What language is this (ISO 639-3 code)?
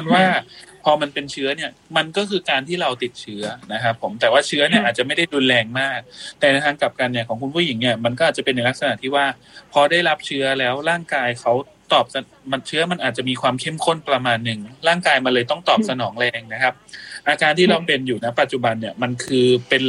tha